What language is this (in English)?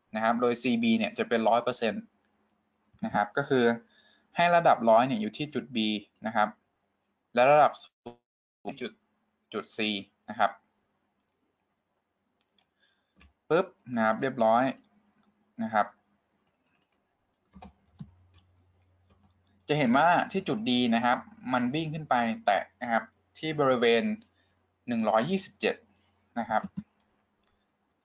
Thai